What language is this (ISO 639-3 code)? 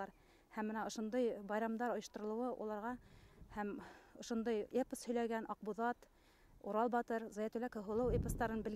bak